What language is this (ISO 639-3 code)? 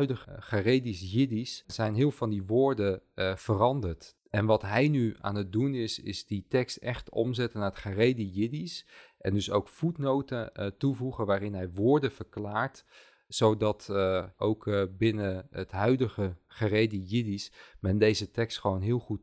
nld